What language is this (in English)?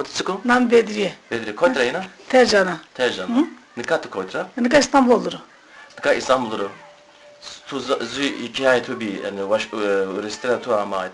Zaza